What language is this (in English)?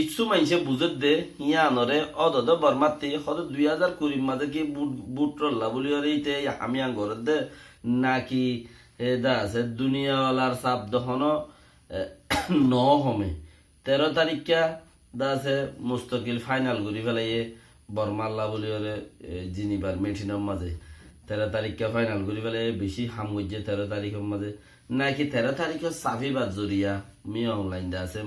Rohingya